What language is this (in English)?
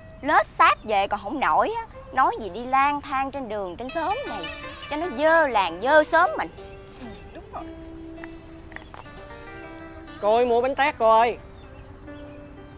Vietnamese